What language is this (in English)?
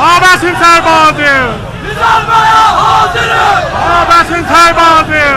South Azerbaijani